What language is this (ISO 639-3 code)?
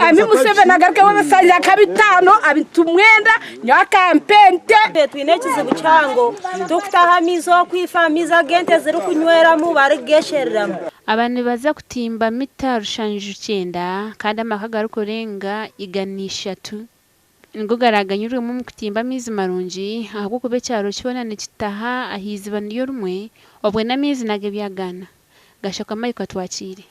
nyn